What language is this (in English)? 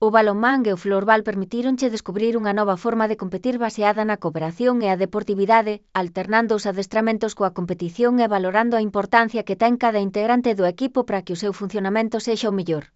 Galician